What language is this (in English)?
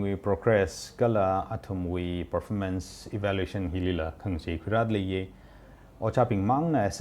Tangkhul Naga (India)